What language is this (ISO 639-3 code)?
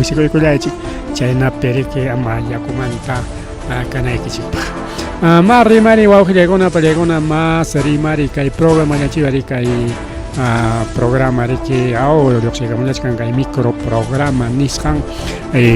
quy